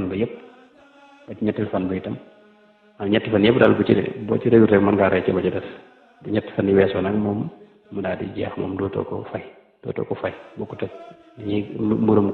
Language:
Wolof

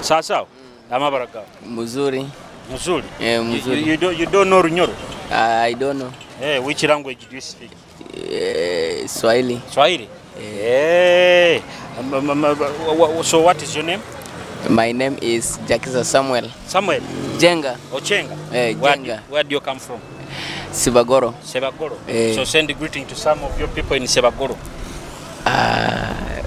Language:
Nyoro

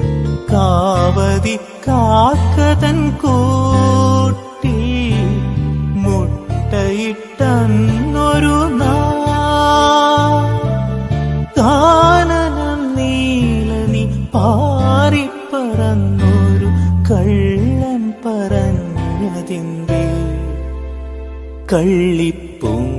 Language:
Malayalam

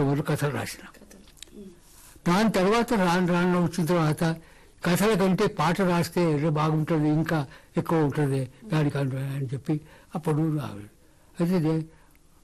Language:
Telugu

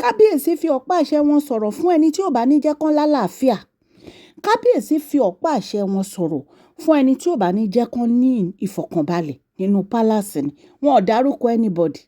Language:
Yoruba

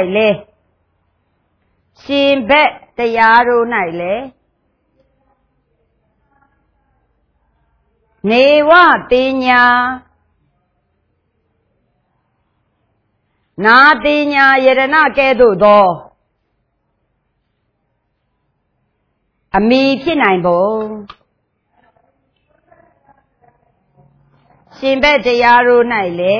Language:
Burmese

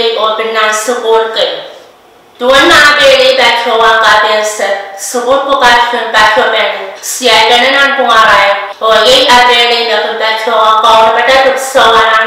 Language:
Pohnpeian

